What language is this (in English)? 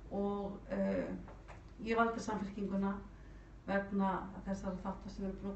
Icelandic